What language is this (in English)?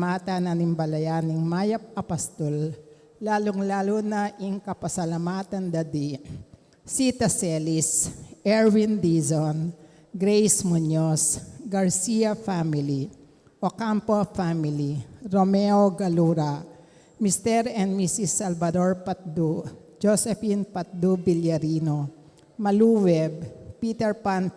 Pampanga